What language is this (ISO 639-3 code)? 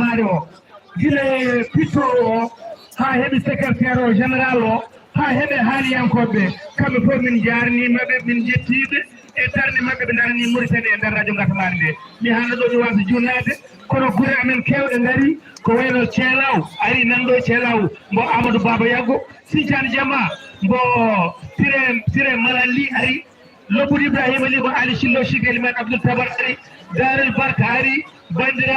ful